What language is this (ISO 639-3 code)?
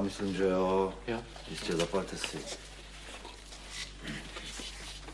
ces